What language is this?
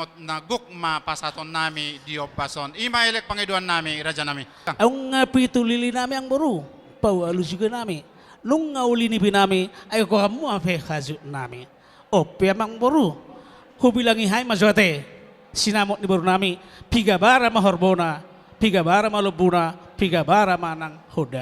Batak Toba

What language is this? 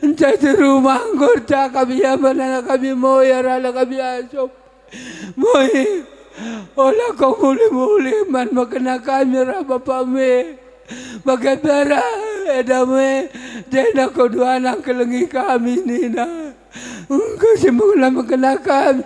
Batak Karo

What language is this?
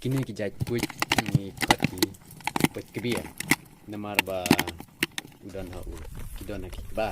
Khasi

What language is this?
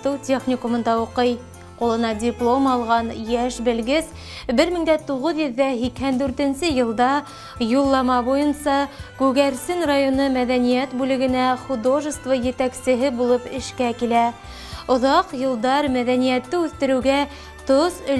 Bashkir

